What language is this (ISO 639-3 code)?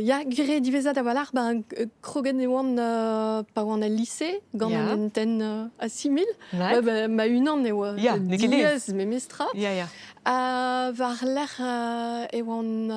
bre